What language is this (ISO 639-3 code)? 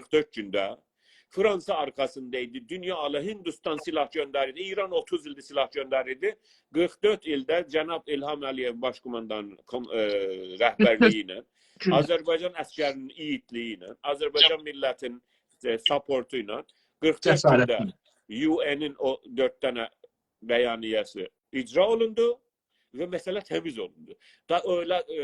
azb